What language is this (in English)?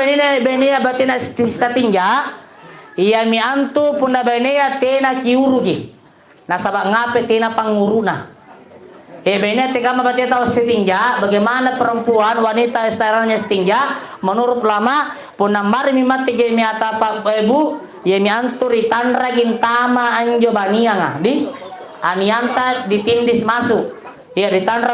Makasar